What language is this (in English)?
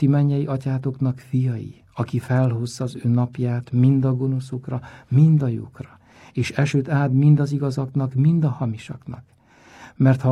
Hungarian